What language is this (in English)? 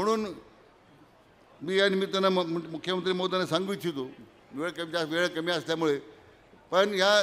Marathi